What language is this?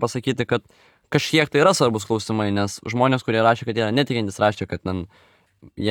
Lithuanian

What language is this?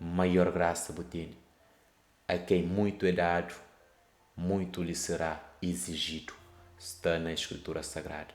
Kabuverdianu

